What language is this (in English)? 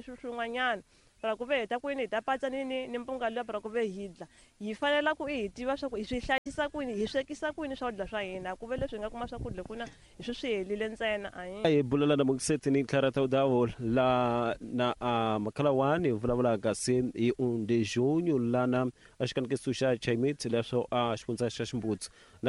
Tsonga